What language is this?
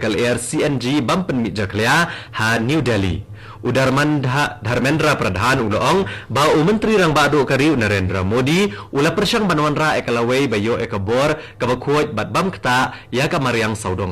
Khasi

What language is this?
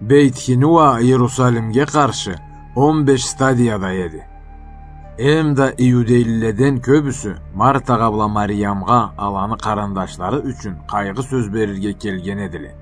Karachay-Balkar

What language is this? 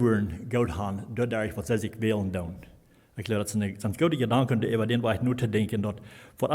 Plautdietsch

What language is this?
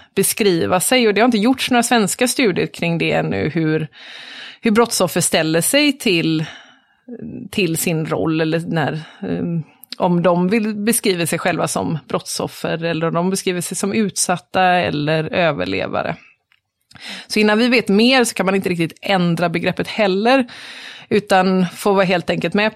Swedish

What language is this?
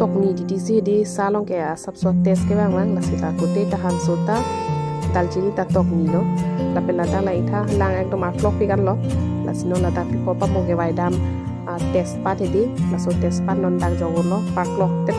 Karbi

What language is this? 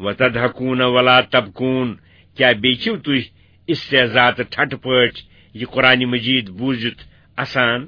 Kashmiri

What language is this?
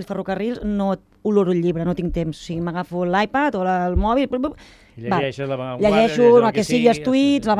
Catalan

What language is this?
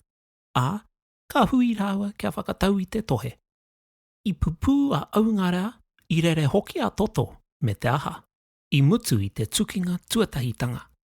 Māori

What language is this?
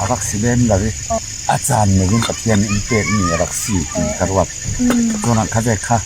Falam Chin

